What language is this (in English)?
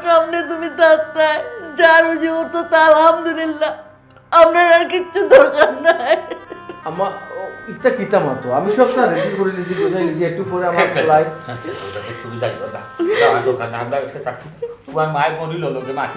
Sylheti